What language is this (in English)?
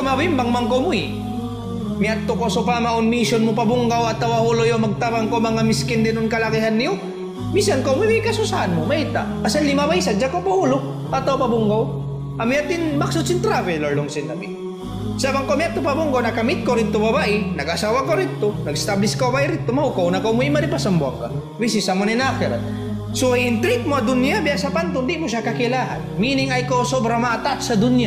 Tausug